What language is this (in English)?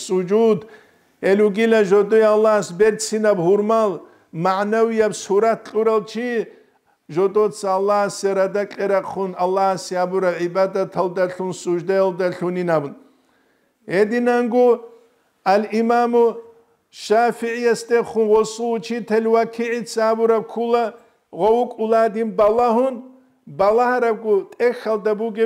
Avaric